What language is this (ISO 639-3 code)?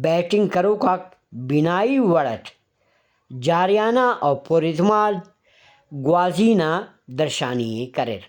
brh